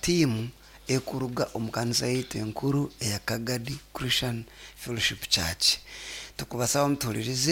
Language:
Nyoro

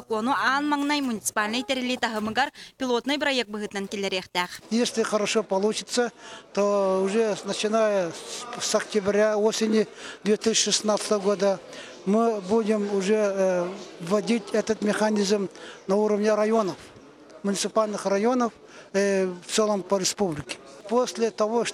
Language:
Yakut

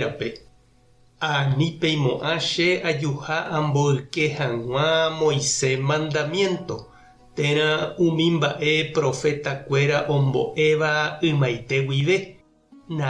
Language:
Guarani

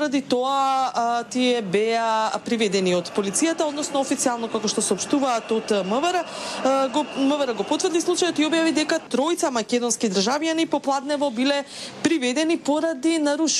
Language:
Macedonian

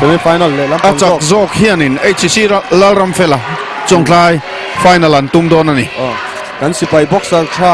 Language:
Mizo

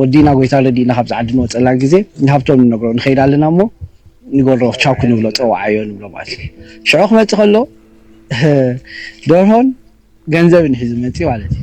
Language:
Tigrinya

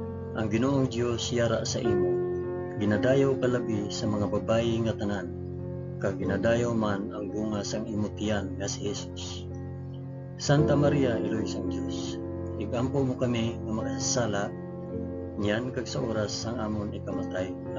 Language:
Hiligaynon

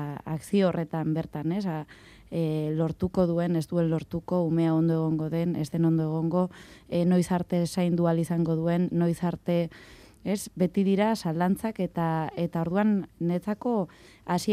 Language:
Basque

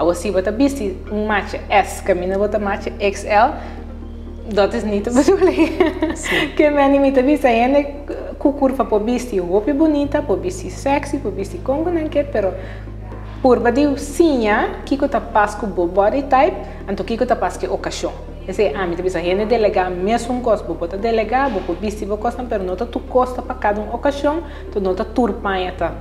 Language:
Papiamento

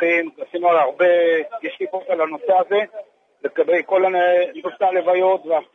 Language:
Hebrew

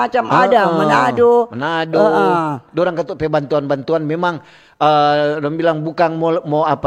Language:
Manado Malay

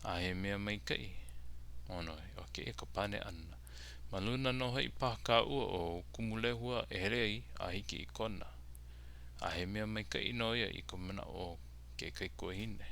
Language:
Hawaiian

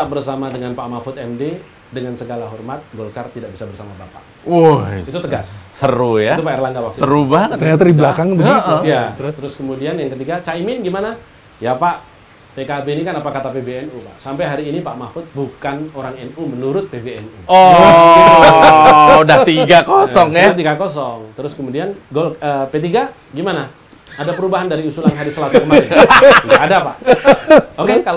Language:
Indonesian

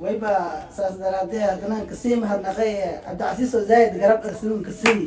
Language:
Somali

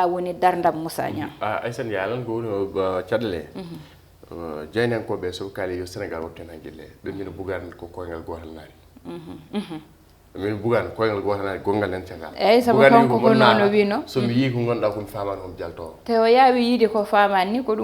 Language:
Fula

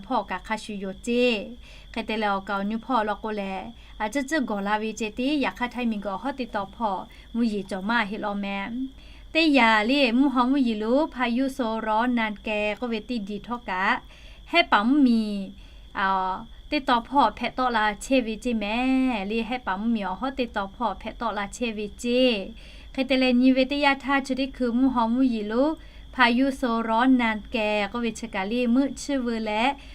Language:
Lahu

